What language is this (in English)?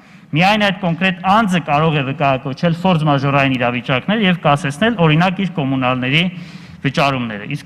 Armenian